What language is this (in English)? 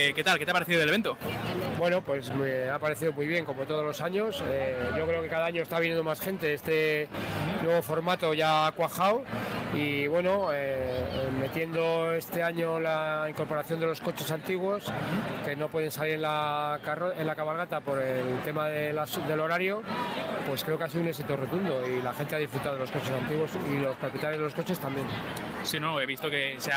Spanish